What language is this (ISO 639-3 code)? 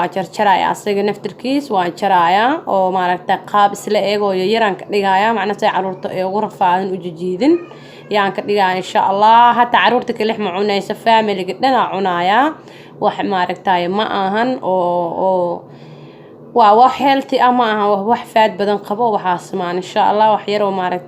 som